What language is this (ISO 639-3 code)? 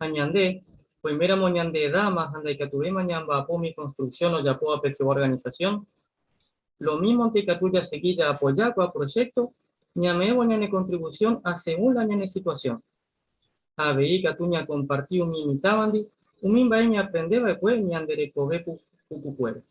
grn